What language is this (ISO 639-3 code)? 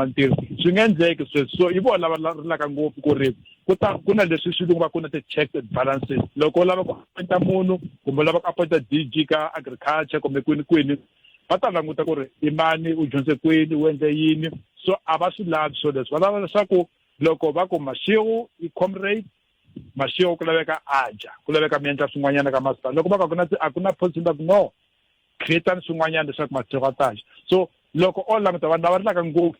tso